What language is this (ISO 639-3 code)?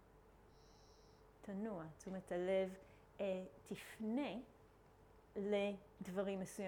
heb